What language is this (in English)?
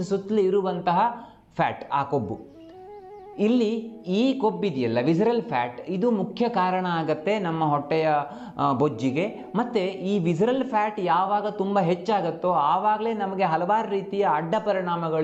Kannada